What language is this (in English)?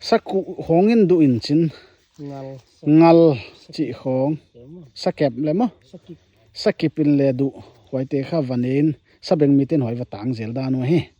Paite Chin